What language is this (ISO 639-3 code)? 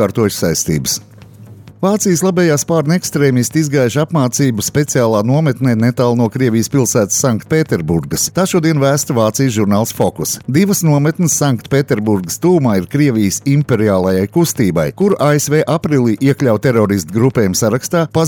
lav